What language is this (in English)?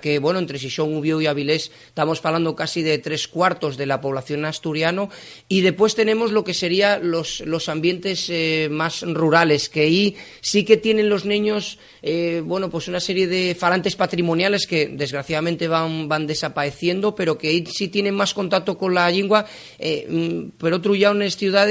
Asturian